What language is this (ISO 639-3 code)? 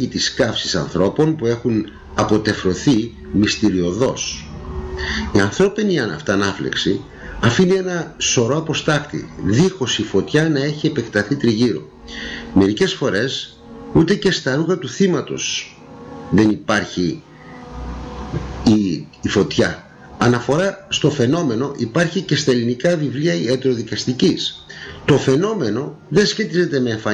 ell